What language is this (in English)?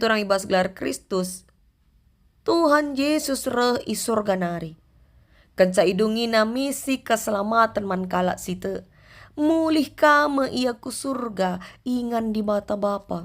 Batak Karo